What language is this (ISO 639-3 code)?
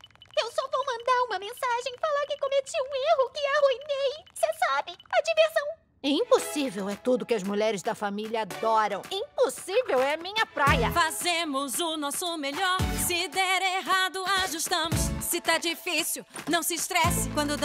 por